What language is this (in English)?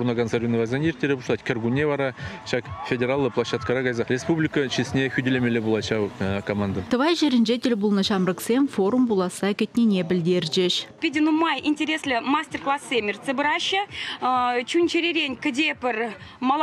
Chuvash